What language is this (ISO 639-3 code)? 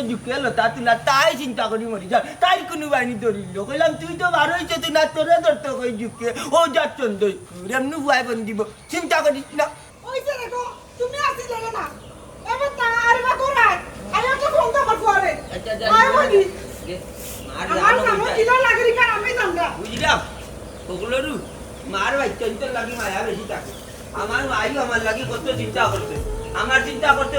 syl